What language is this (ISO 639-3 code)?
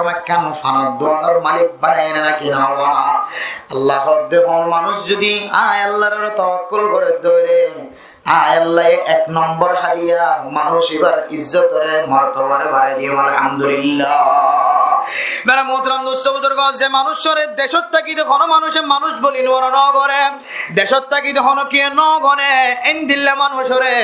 rhg